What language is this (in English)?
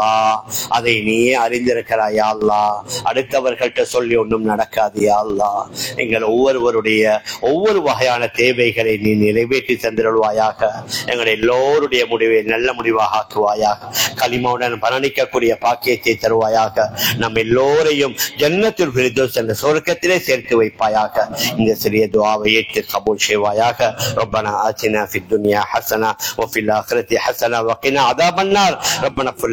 Tamil